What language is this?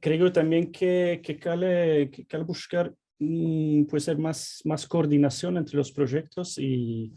Ladino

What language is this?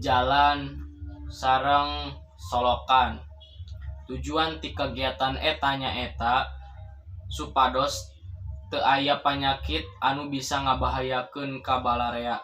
Sundanese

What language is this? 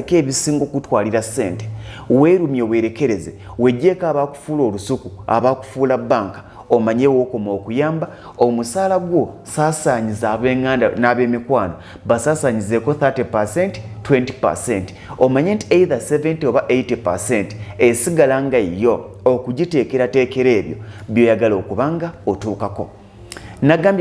Ganda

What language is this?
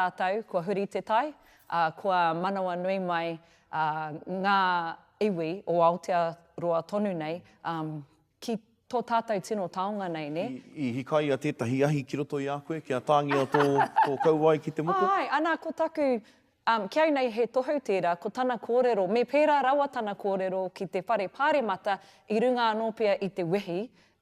Māori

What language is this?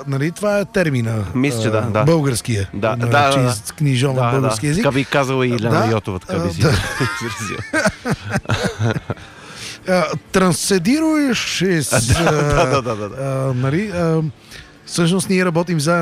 Bulgarian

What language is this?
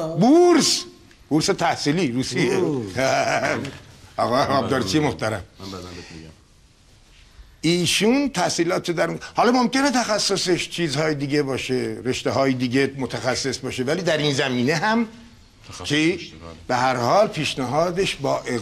Persian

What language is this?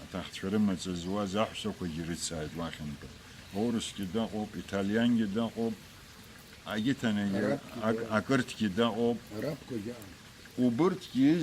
Abkhazian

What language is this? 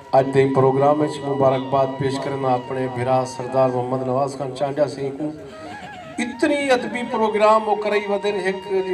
Saraiki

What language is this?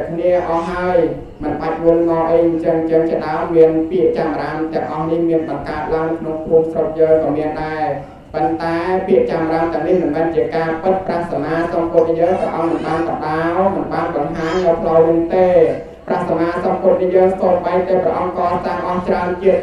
Khmer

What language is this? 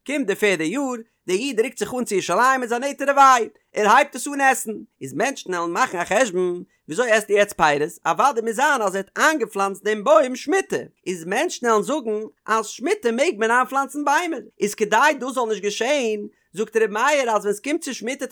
Yiddish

